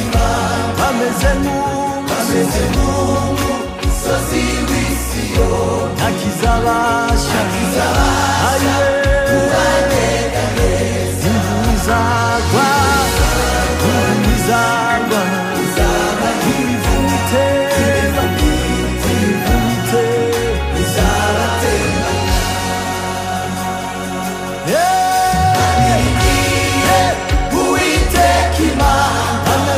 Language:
Kinyarwanda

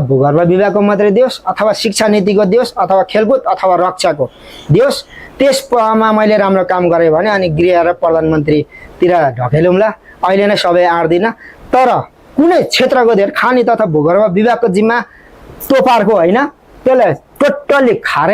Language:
Nepali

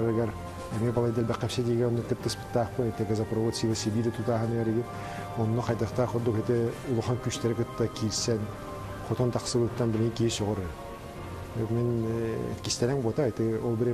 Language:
Yakut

